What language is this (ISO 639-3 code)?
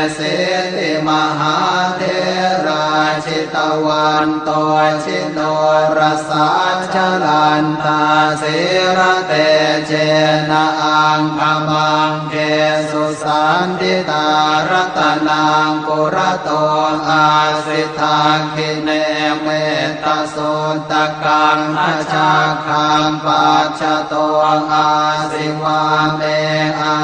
pli